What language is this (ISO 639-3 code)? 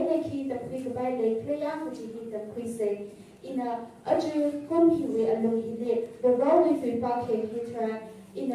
nmf